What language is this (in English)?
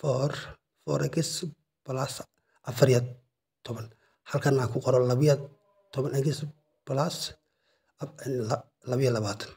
Somali